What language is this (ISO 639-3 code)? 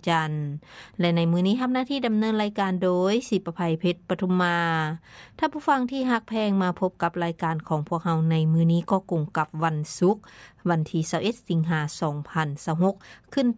lao